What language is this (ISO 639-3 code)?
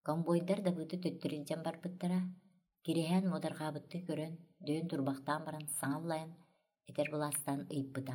sah